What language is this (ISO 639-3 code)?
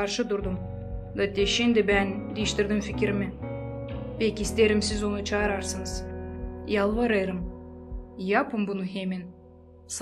gag